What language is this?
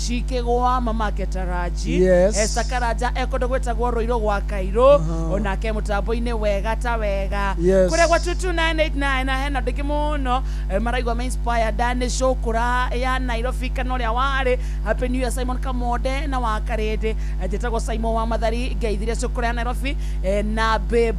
Kikuyu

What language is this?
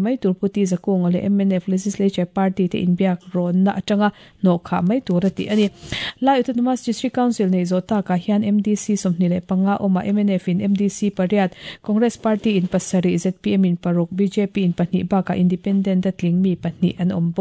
Mizo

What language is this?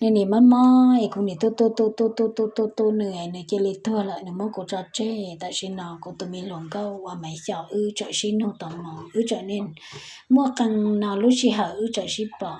Hmong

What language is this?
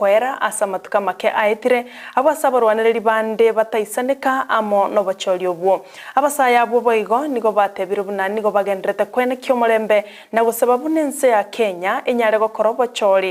Gusii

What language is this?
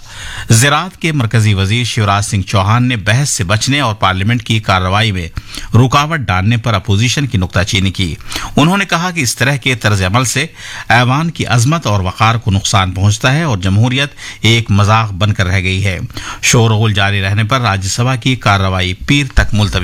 Urdu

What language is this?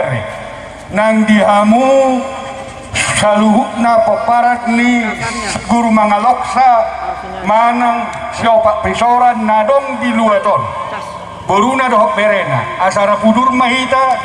Batak Toba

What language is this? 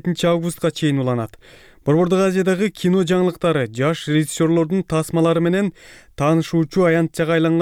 Kyrgyz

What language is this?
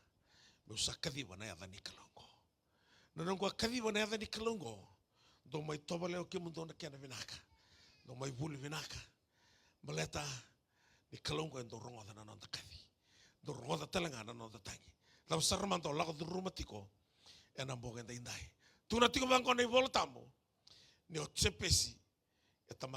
Fijian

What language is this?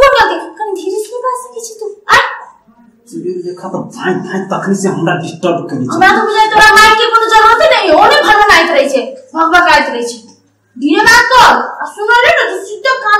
Maithili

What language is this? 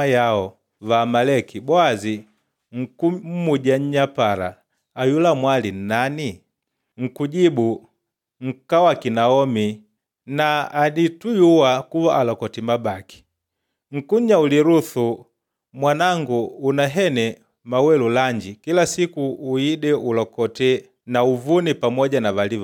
Makonde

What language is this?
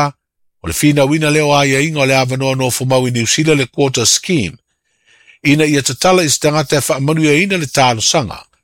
Samoan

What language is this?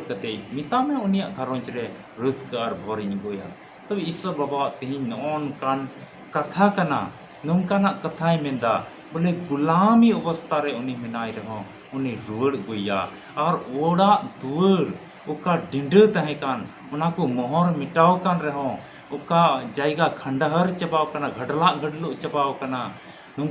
Santali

